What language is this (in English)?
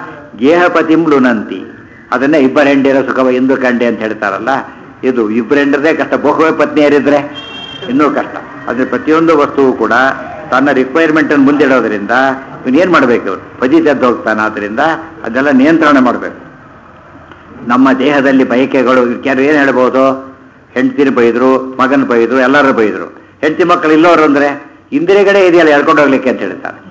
Kannada